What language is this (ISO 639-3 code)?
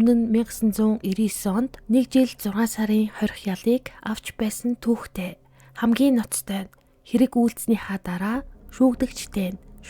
mon